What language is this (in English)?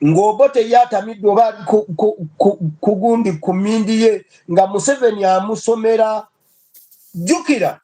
Ganda